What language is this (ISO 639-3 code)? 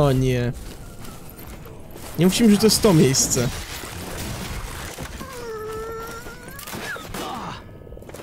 pol